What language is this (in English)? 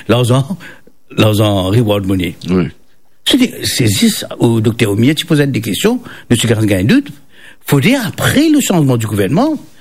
Morisyen